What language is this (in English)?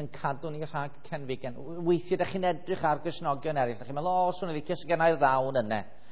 Welsh